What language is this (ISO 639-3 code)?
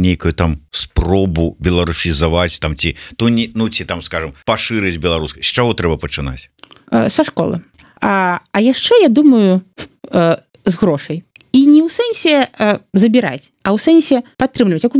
bel